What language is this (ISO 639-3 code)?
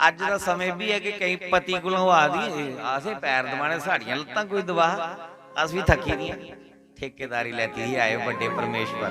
doi